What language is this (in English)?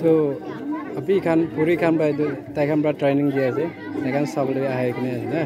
Naga Pidgin